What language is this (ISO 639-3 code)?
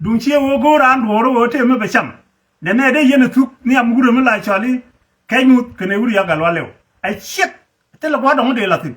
nus